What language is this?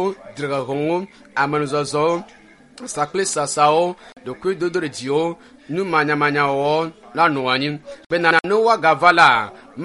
Ewe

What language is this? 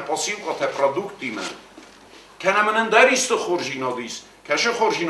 Ossetic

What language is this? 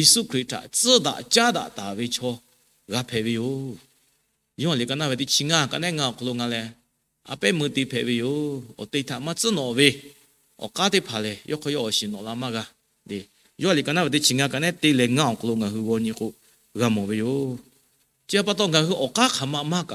Lahu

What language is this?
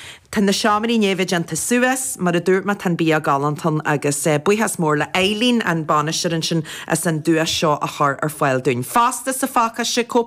Irish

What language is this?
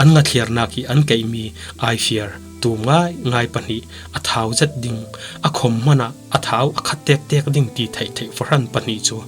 Falam Chin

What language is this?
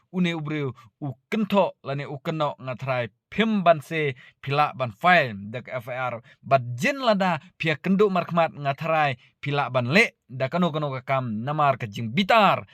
Khasi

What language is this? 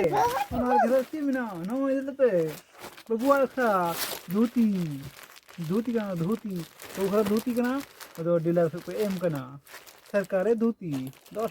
Santali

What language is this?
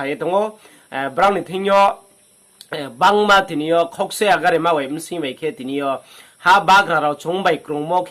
Riang (India)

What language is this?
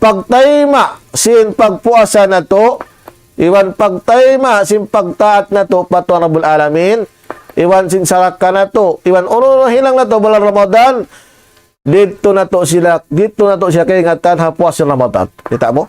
Tausug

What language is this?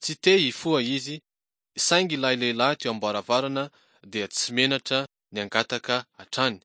Malagasy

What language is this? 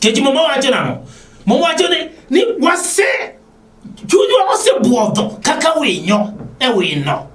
Luo (Kenya and Tanzania)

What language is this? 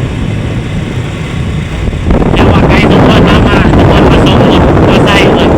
Lao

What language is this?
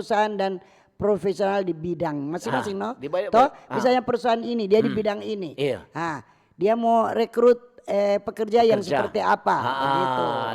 Manado Malay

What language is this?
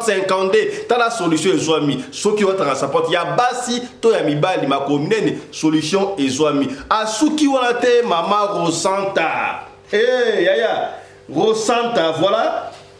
Lingala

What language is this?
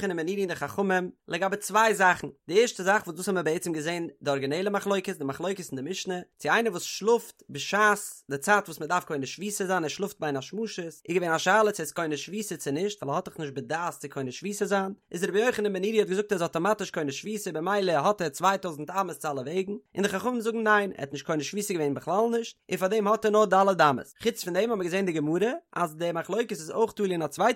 Yiddish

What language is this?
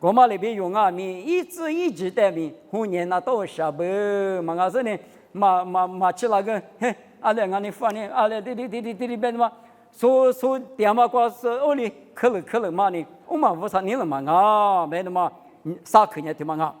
Lisu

